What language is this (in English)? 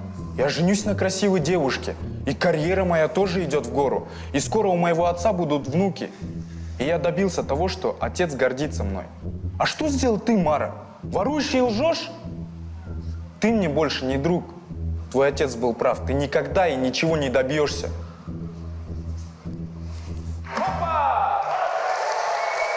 Russian